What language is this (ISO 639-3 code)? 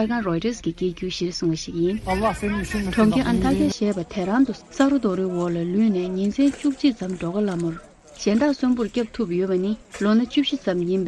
bod